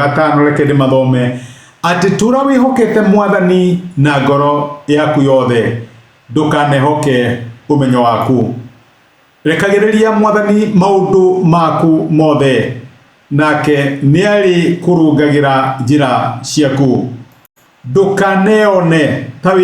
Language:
Kikuyu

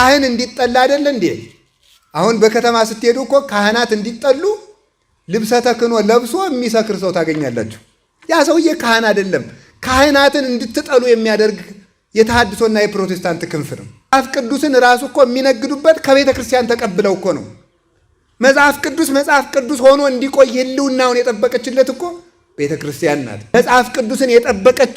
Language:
Amharic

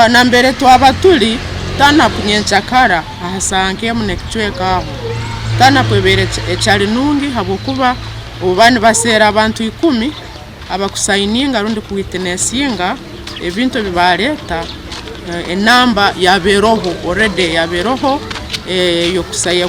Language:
Nyankole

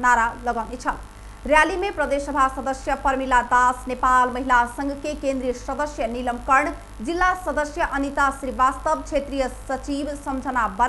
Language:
Maithili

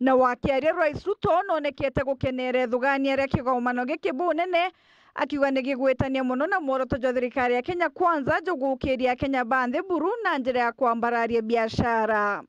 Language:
Meru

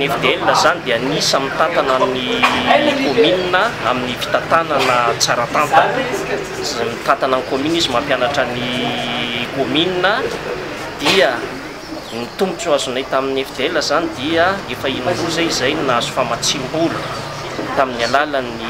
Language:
Malagasy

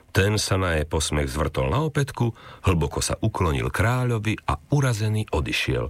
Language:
Slovak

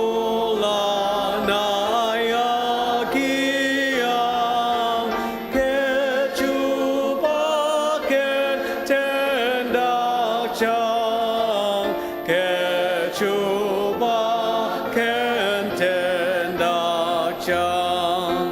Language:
Ao Naga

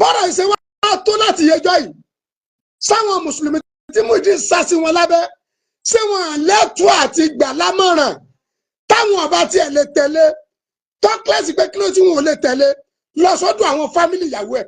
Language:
Yoruba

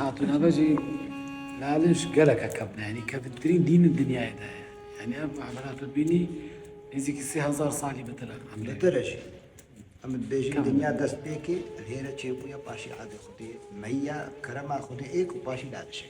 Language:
Kurdish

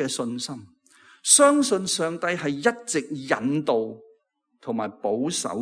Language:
Cantonese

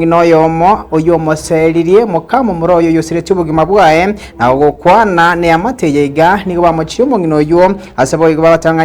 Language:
Gusii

